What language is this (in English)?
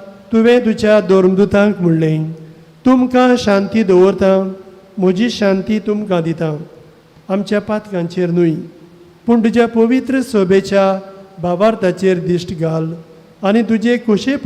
Konkani